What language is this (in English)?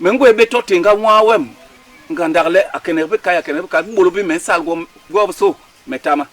Basaa